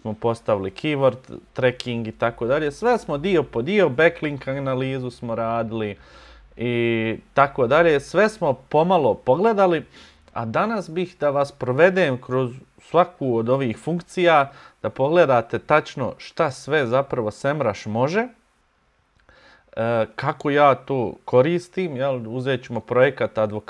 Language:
Bosnian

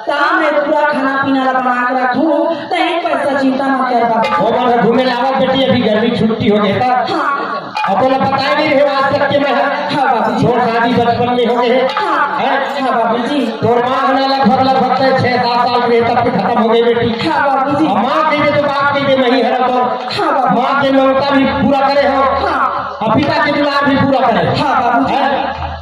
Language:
Chhattisgarhi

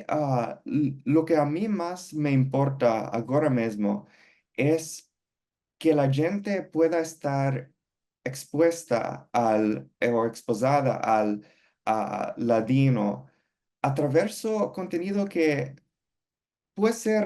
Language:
Ladino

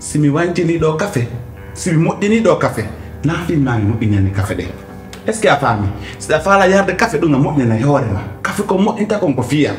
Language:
Pular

